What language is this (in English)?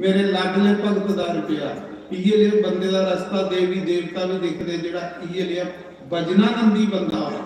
Dogri